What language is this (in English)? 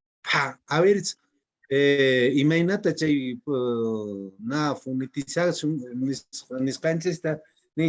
Quechua